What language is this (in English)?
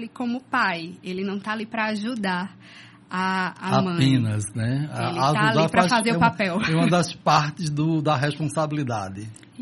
Portuguese